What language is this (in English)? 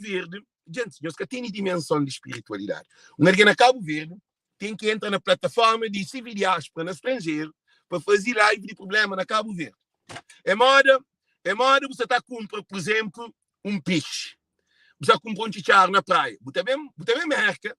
Kabuverdianu